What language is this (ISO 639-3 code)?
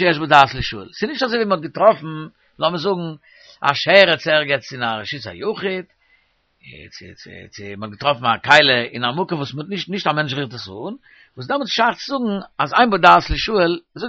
yid